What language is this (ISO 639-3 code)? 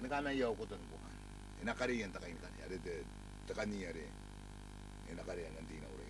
gil